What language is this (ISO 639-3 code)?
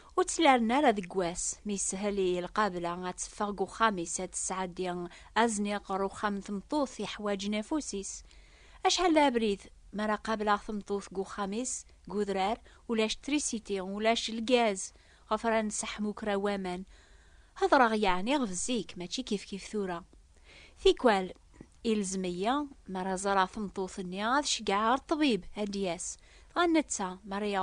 kab